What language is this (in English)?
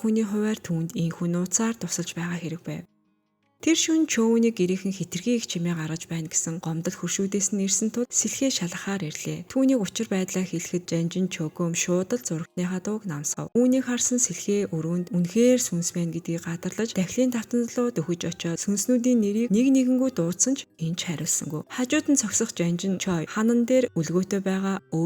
Mongolian